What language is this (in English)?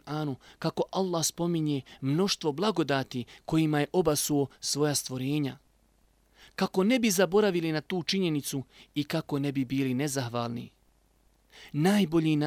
Bosnian